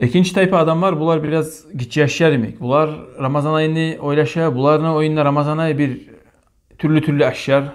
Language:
Kumyk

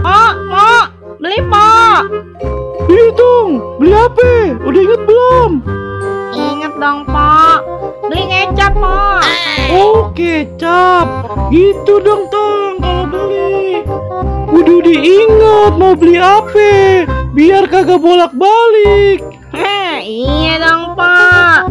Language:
Betawi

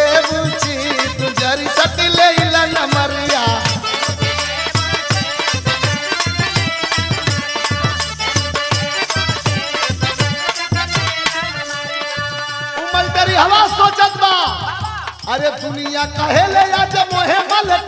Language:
Bhojpuri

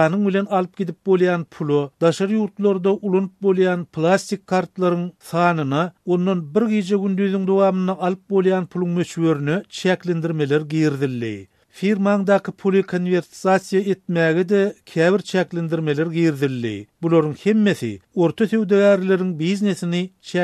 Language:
Turkmen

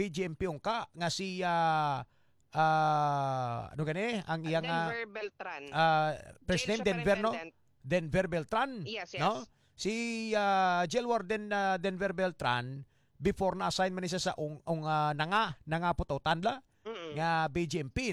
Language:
Hiligaynon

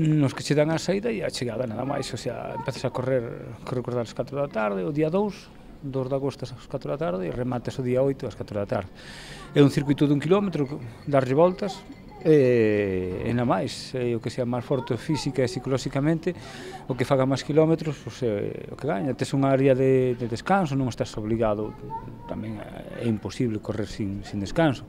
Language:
Galician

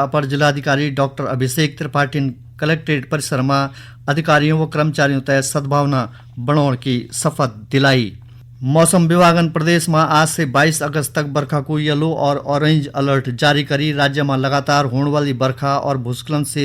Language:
Garhwali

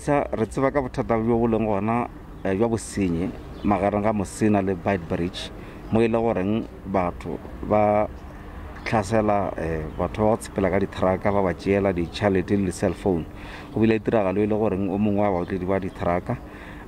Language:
Northern Sotho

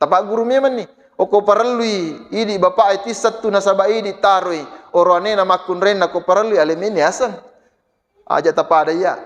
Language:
Buginese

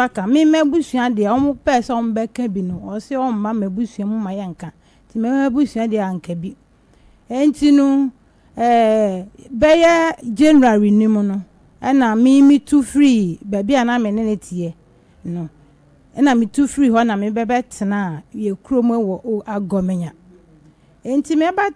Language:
Akan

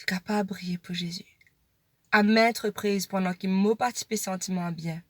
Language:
Morisyen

